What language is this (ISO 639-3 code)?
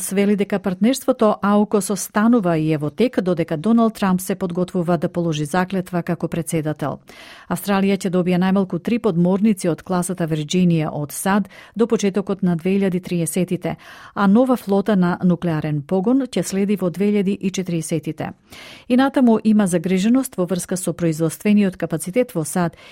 mkd